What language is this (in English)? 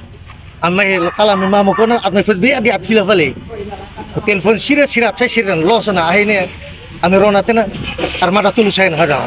Tetum